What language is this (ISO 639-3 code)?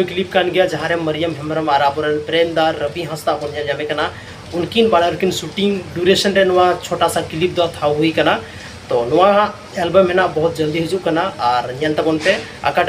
sat